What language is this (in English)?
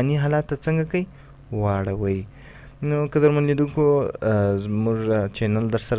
Pashto